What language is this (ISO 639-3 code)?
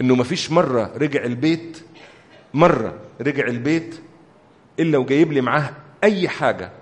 arz